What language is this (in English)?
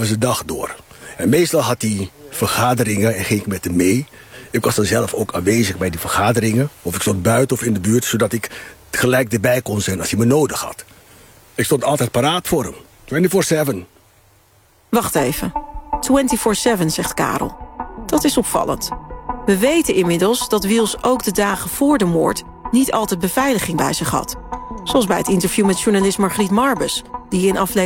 Dutch